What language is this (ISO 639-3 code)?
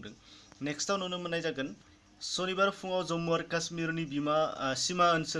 brx